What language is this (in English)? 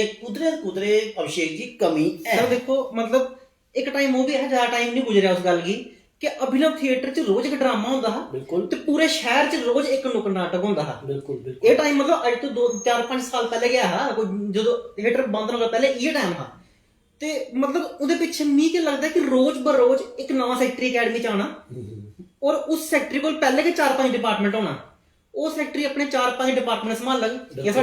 Dogri